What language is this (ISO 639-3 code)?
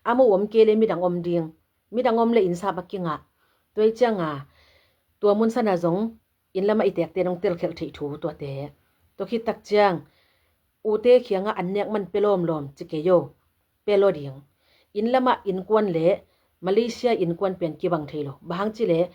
ctd